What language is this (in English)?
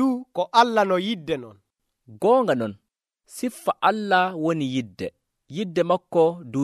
Nigerian Fulfulde